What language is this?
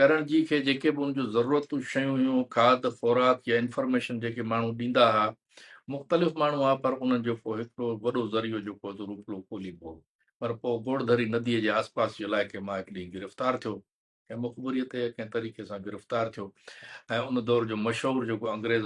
Sindhi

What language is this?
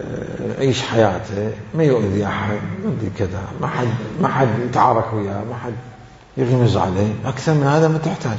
Mesopotamian Arabic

